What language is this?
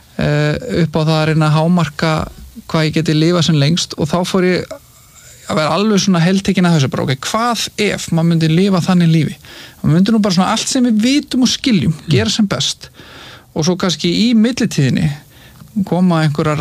Icelandic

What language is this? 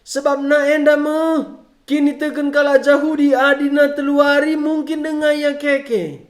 Batak Karo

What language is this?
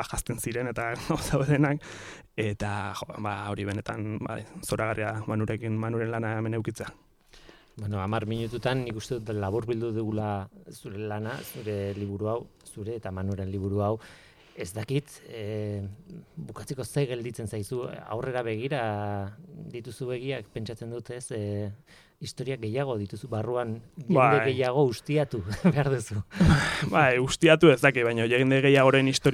Basque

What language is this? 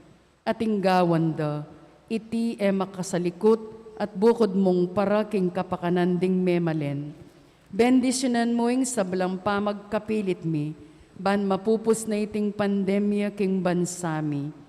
Pampanga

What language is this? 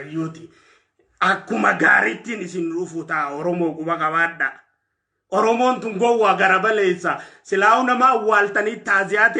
Oromo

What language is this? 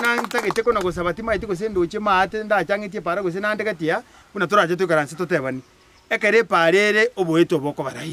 Gusii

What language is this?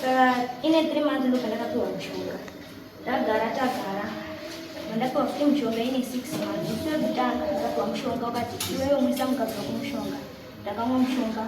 Shona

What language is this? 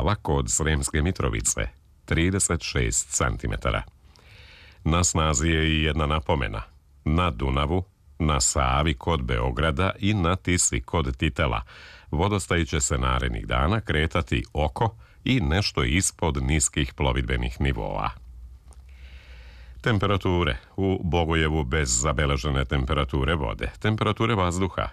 Serbian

